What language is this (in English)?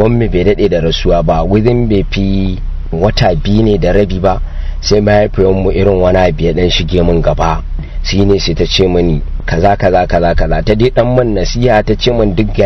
Hausa